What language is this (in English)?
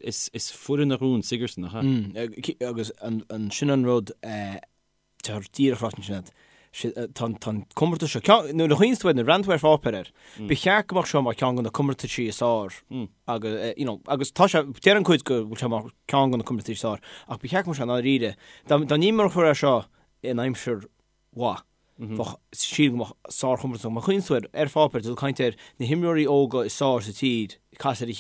Irish